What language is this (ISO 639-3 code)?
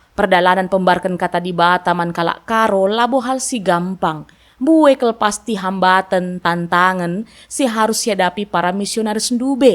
btx